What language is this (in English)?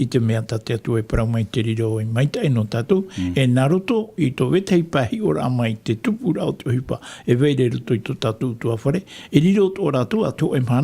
Tahitian